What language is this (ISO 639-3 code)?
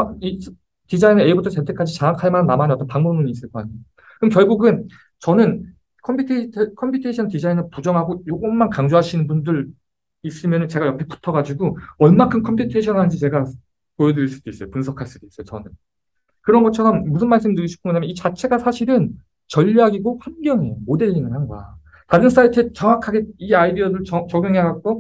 kor